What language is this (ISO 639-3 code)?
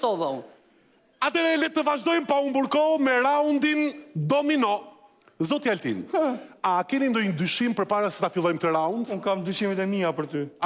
sqi